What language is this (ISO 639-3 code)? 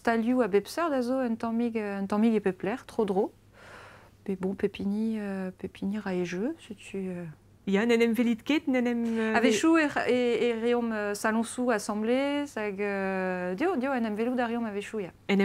bre